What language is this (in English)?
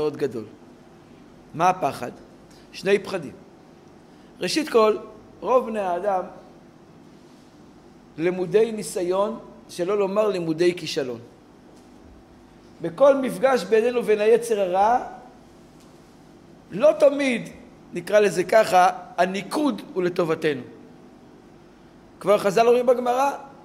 Hebrew